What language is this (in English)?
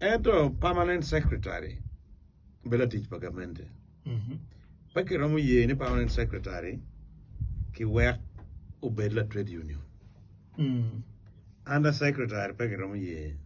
Acoli